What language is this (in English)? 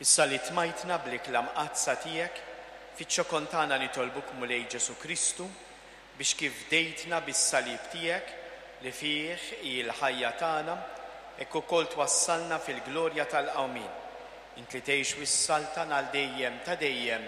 Maltese